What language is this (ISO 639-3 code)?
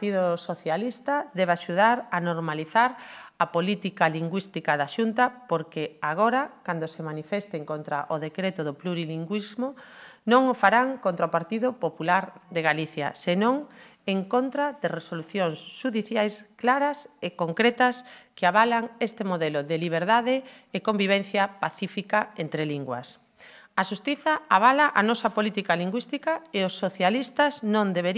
glg